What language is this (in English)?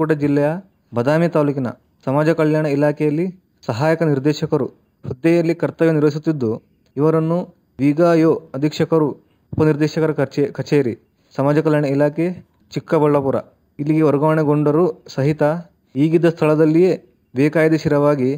Kannada